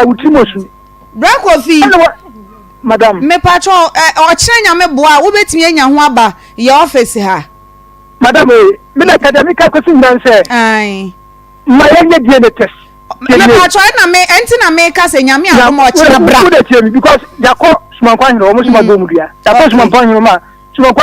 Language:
Akan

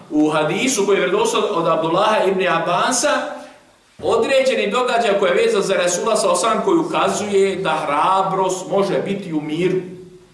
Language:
Bosnian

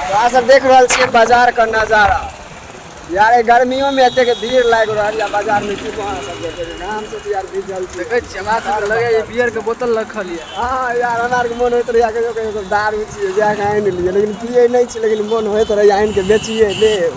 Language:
Maithili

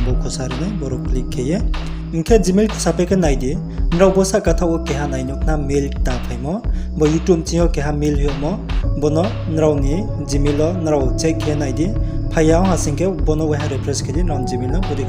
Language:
Riang (India)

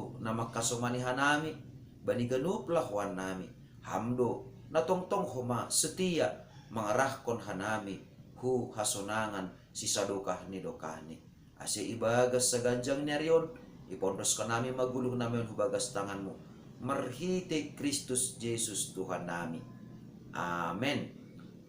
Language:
Batak Simalungun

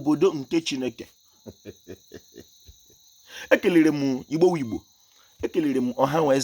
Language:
Igbo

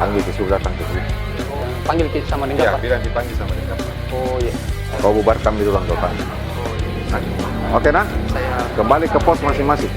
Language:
Makassar Malay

